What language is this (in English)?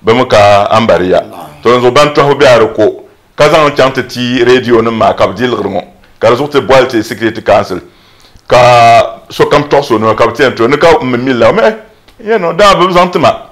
Dagbani